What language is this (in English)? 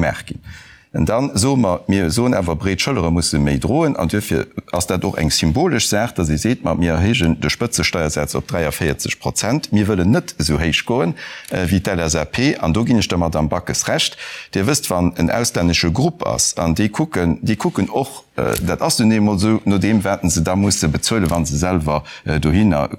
Luxembourgish